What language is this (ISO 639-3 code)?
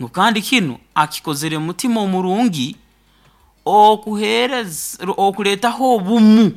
nyo